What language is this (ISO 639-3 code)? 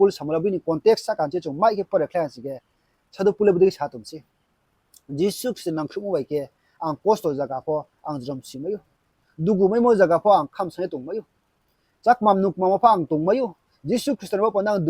ria